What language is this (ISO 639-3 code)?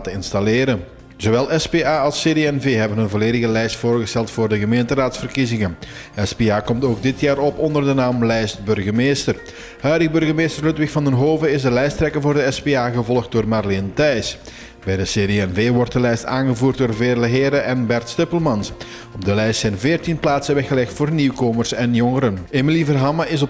nld